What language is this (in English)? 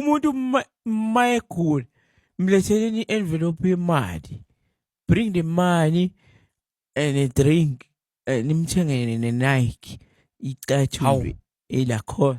Zulu